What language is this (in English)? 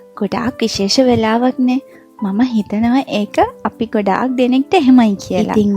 Sinhala